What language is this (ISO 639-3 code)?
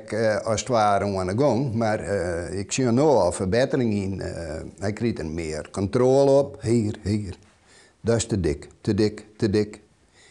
fry